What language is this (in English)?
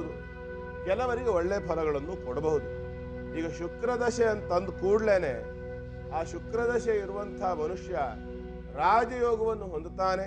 Kannada